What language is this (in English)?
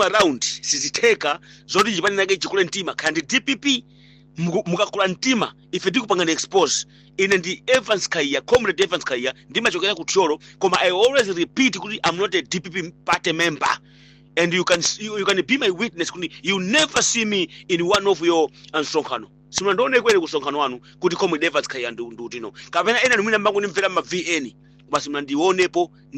Nyanja